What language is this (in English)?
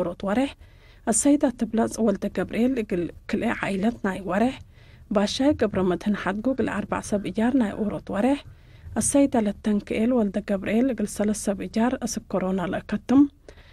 Tigre